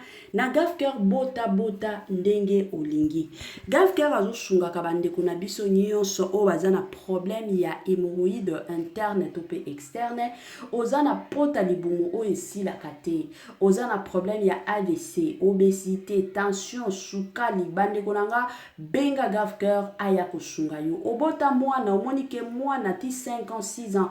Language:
Lingala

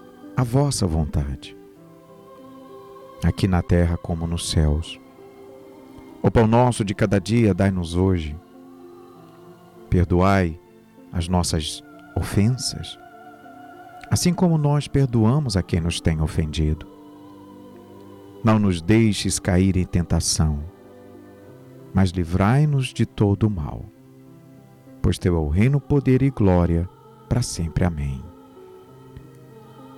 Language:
Portuguese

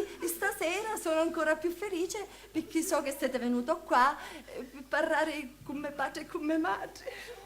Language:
Sicilian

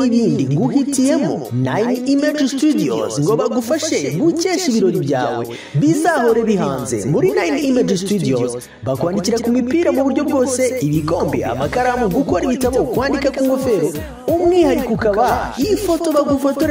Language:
Kinyarwanda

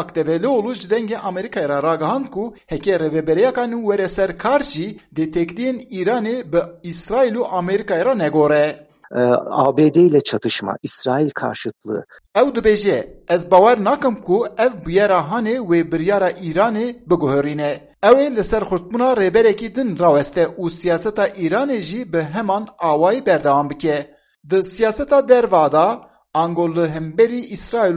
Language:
Kurdish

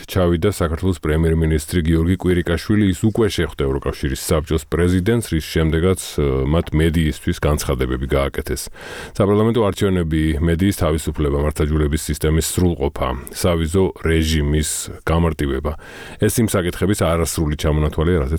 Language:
Georgian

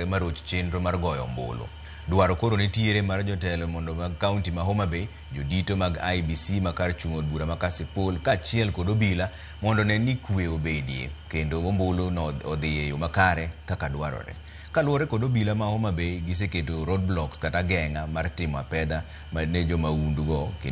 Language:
Luo (Kenya and Tanzania)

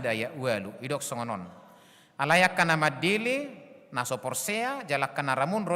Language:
Batak Toba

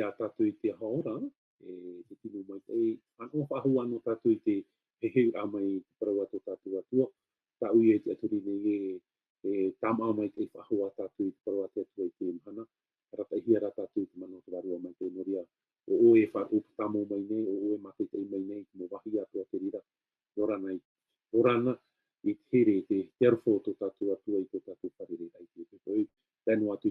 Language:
Tahitian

